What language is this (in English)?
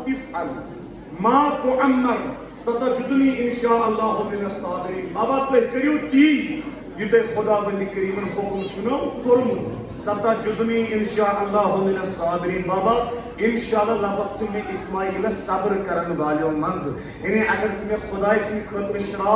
Kashmiri